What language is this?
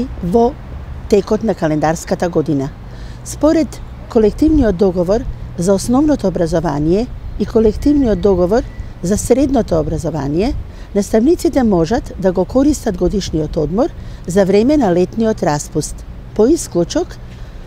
Macedonian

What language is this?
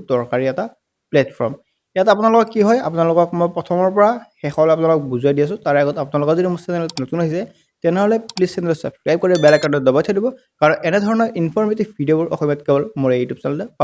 Assamese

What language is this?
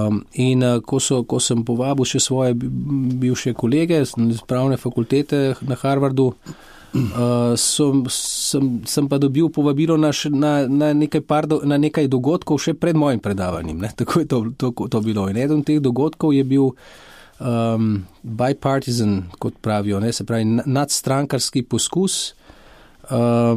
Slovenian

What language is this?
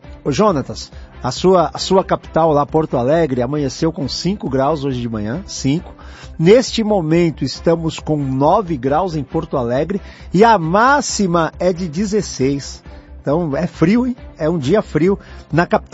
Portuguese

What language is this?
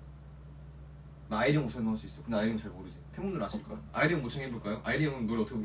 Korean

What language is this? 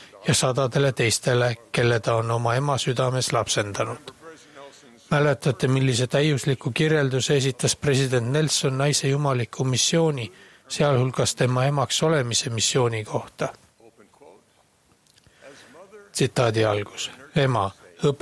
Estonian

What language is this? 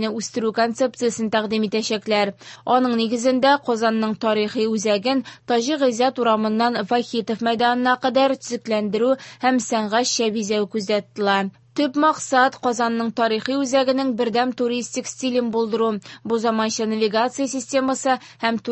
Tatar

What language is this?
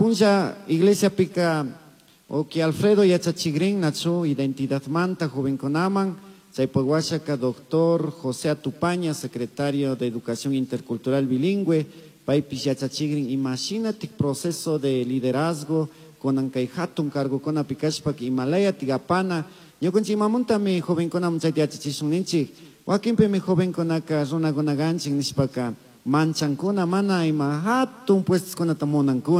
Chimborazo Highland Quichua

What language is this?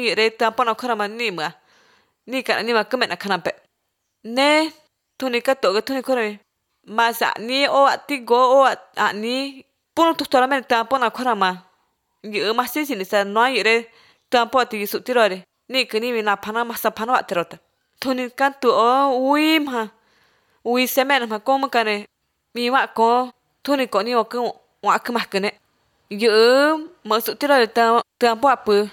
Albanian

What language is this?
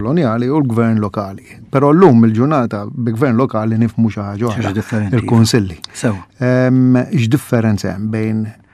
Maltese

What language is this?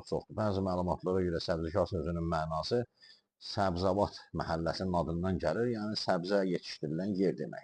Azerbaijani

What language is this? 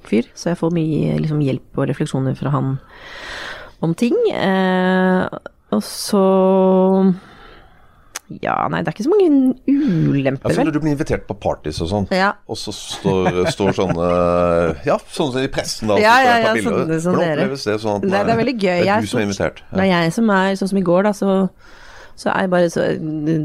Norwegian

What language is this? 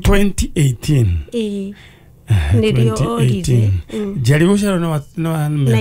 Kikuyu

